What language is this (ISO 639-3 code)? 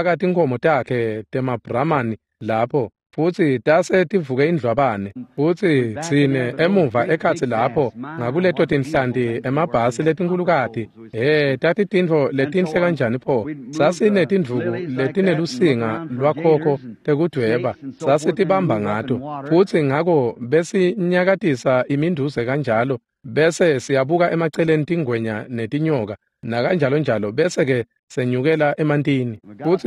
ssw